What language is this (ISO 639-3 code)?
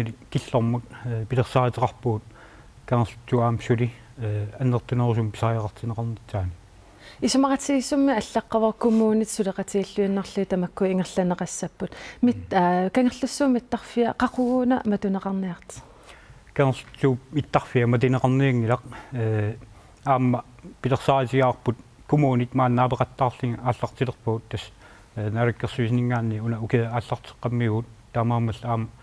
kal